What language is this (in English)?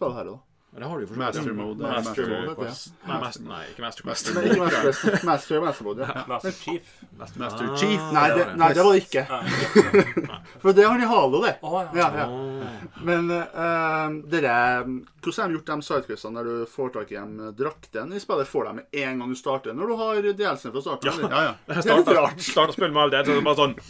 Norwegian